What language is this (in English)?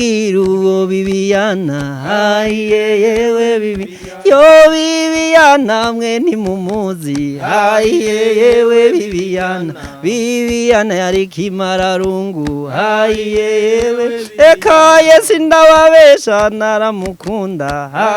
Rundi